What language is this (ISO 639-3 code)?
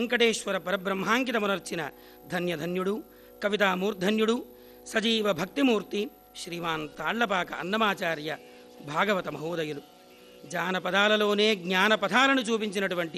tel